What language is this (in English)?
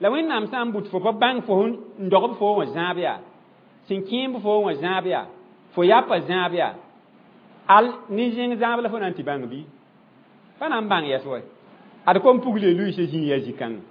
Mossi